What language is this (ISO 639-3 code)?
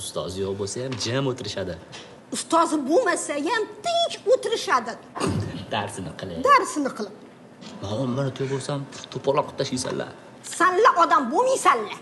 uzb